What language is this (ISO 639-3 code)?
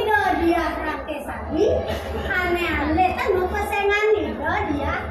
ban